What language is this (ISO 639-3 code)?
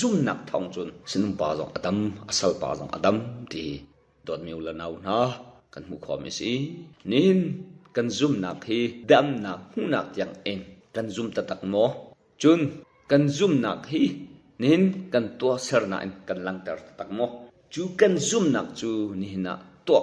cnh